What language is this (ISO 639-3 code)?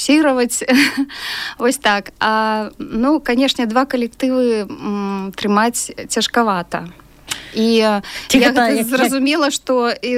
bel